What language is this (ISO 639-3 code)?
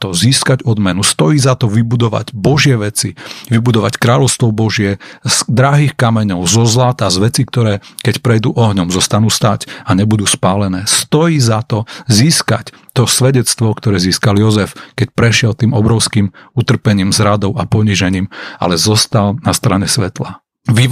slk